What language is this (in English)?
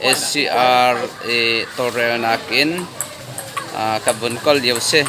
Hakha Chin